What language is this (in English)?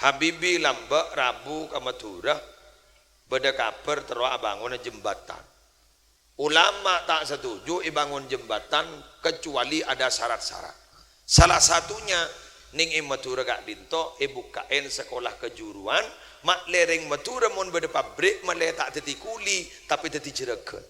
Madurese